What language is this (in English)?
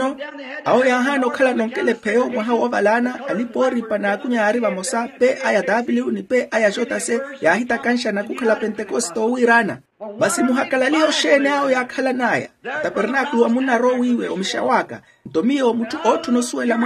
Makhuwa